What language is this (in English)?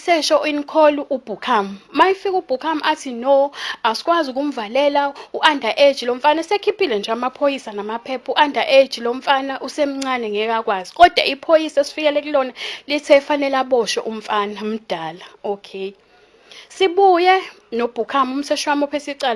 Zulu